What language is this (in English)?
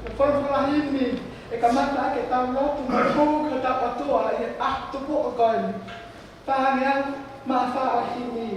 Tongan